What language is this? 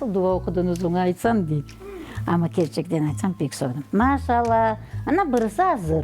Crimean Tatar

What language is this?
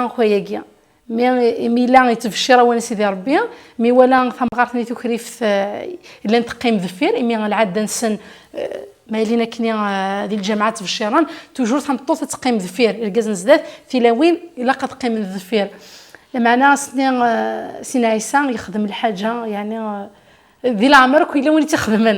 Kabyle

